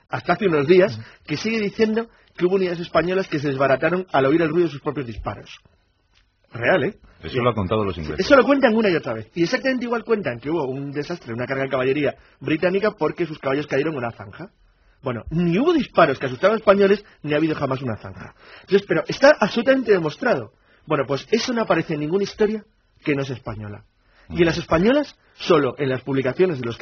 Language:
Spanish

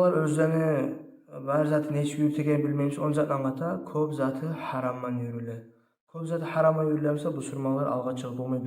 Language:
Kumyk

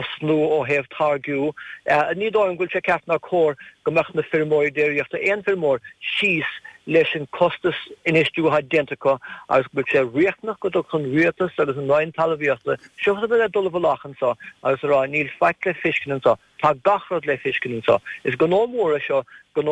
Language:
Irish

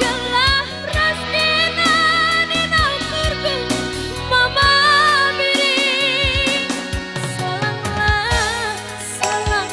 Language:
Batak Karo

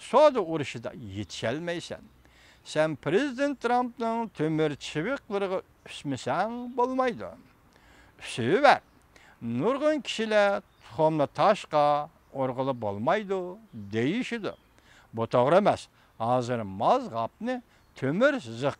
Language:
Uyghur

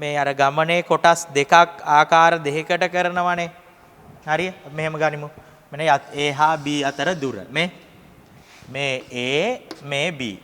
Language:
Sinhala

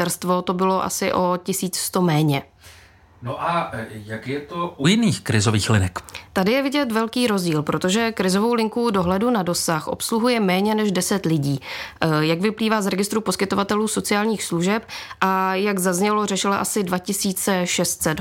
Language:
Czech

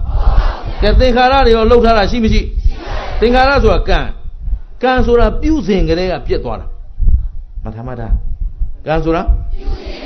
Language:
Burmese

